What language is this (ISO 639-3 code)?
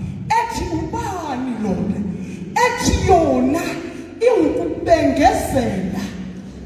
zul